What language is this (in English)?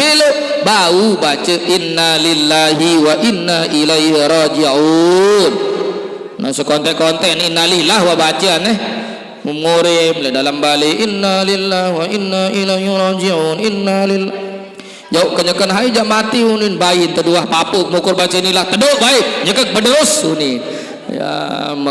Sasak